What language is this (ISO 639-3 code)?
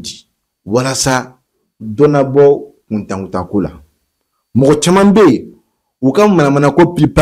bam